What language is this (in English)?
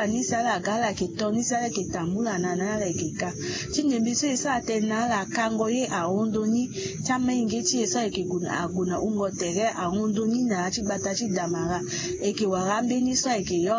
Sango